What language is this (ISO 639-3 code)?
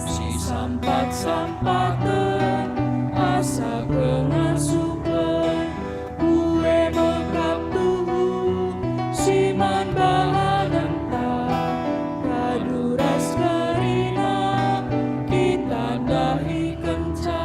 btx